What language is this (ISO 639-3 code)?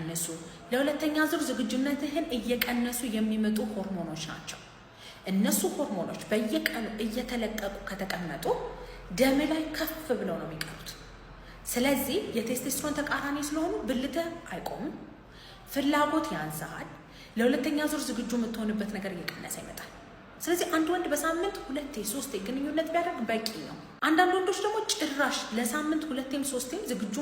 amh